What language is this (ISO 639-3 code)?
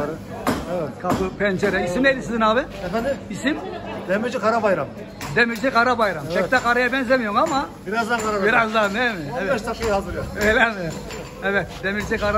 tur